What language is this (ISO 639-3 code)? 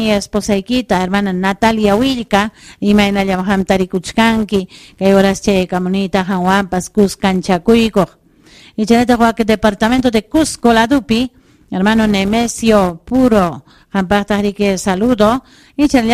quy